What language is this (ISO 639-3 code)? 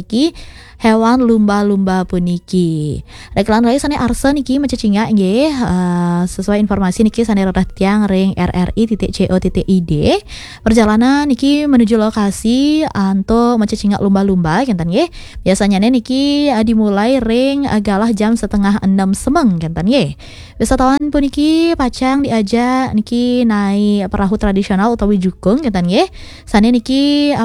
ban